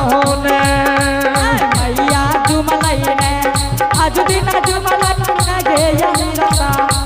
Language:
Angika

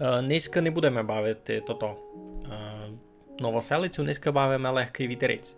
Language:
Rusyn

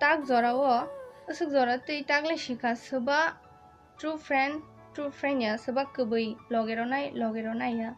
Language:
Kok Borok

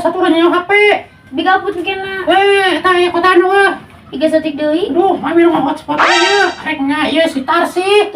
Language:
Sundanese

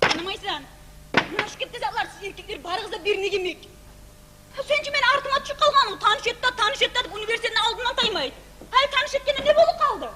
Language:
Kumyk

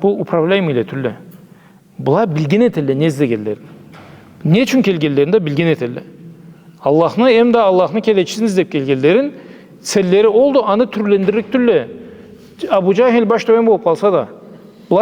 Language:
Karachay-Balkar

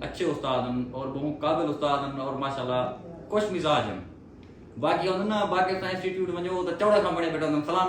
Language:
Saraiki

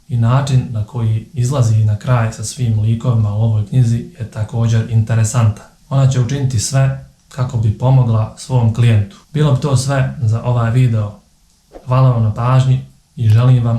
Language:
Bosnian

